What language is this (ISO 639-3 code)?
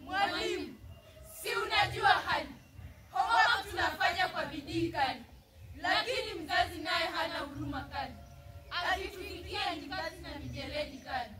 swa